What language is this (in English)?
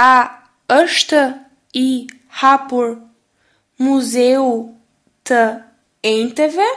Albanian